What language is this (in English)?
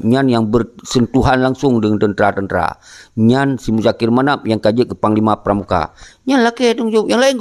Achinese